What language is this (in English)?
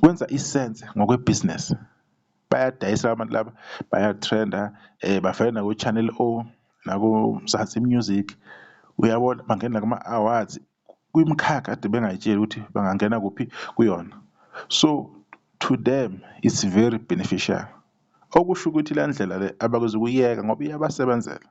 Zulu